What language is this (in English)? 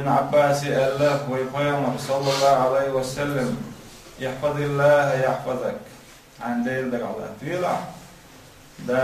Chechen